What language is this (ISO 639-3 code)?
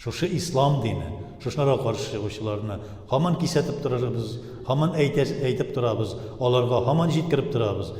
tat